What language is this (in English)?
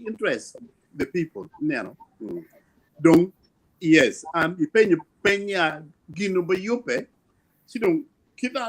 Acoli